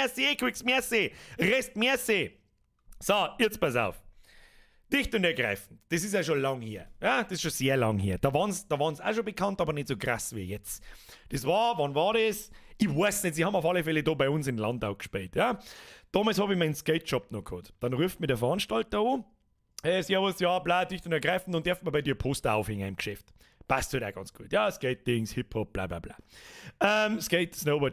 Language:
Bavarian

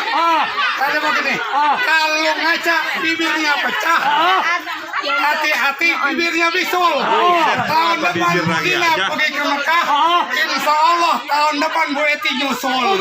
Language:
Betawi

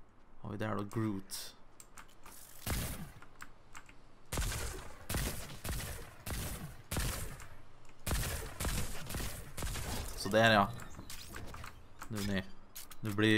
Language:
Swedish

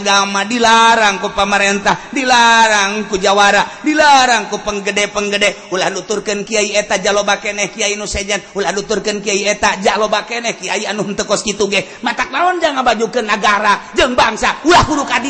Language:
Sundanese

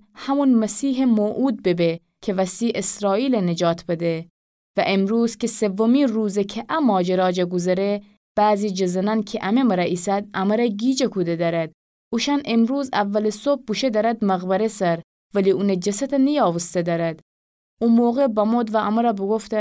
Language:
Gilaki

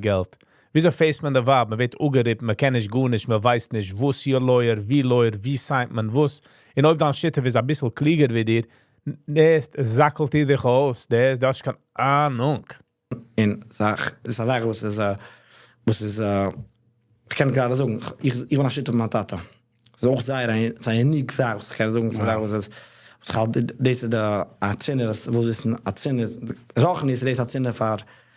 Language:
Yiddish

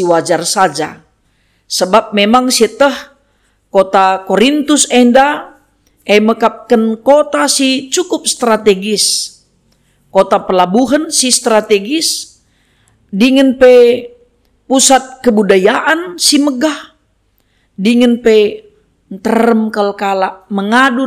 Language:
Batak Karo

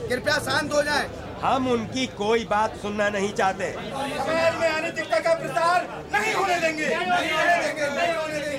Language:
Hindi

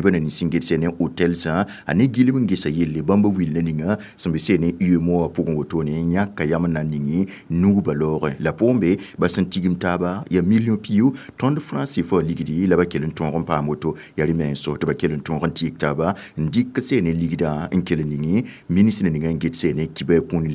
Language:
Mossi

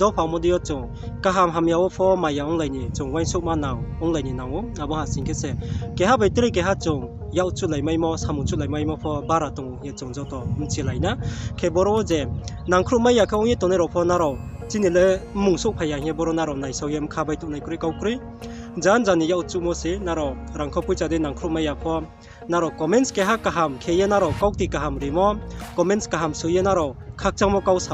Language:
Riang (India)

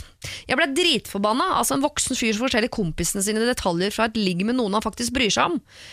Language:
Norwegian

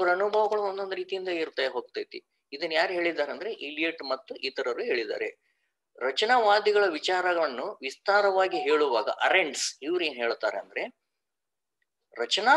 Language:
Kannada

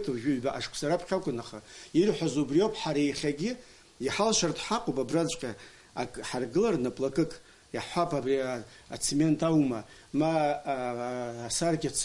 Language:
Abkhazian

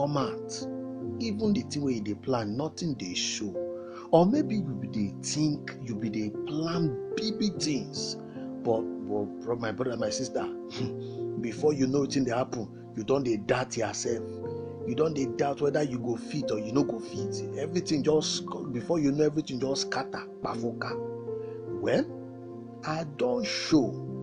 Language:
Nigerian Pidgin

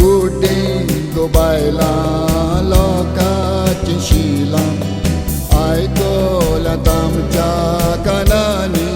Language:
Konkani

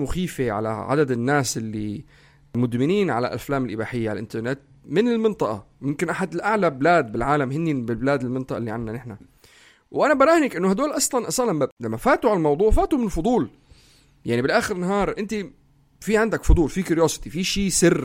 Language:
North Levantine Arabic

